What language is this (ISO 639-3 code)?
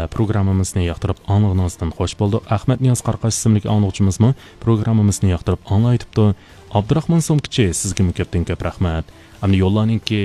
uig